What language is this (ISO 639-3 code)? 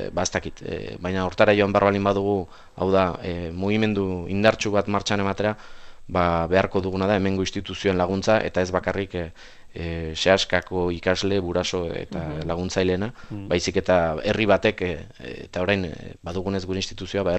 eus